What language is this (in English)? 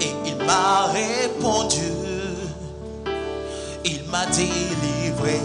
Ewe